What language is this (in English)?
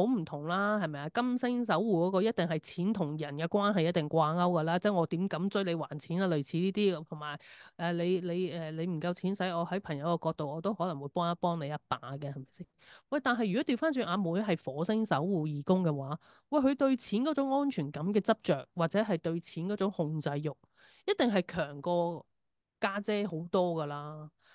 Cantonese